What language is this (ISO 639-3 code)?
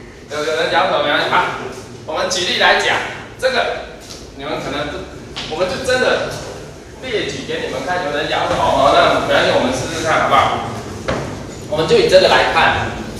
zho